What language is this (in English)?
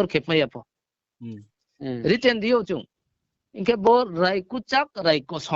Riang (India)